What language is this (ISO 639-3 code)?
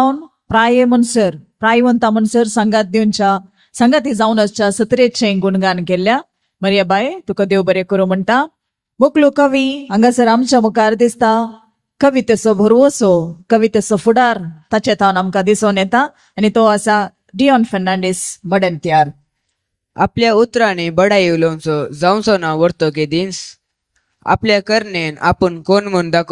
kok